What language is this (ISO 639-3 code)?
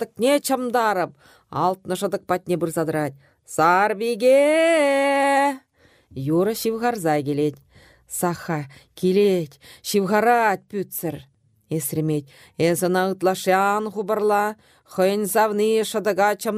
chv